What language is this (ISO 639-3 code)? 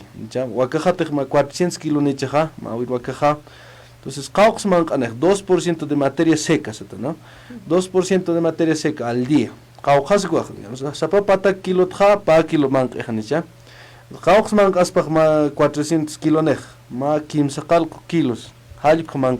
aym